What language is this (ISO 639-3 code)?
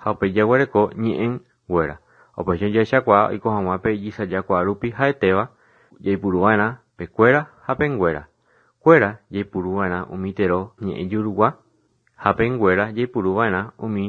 grn